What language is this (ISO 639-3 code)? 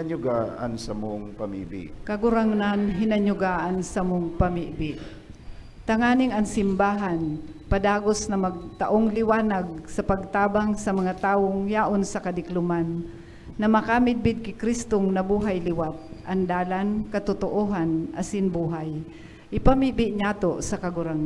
bik